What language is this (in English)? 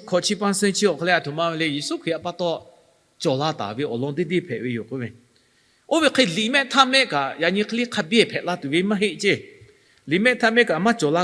Lahu